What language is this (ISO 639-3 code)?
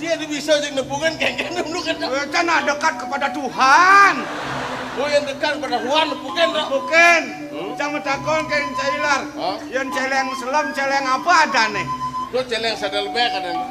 ban